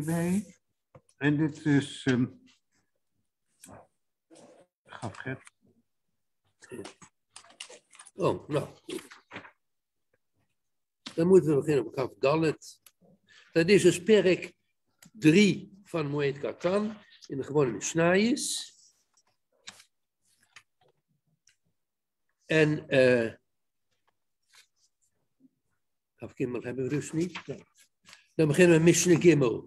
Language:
Dutch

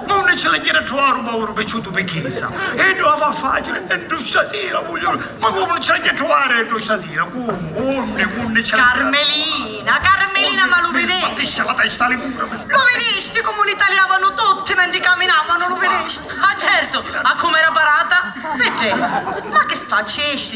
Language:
Sicilian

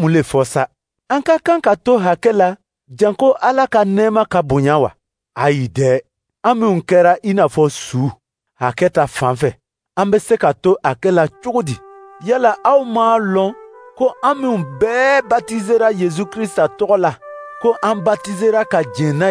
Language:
Dyula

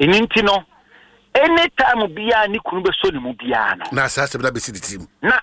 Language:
Akan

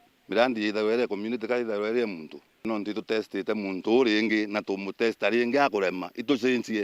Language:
Meru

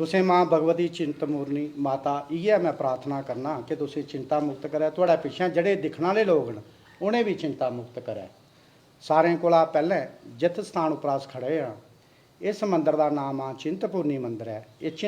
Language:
Dogri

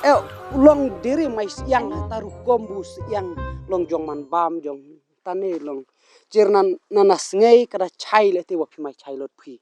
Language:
Khasi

